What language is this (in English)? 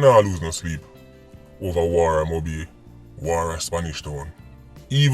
Jamaican Creole English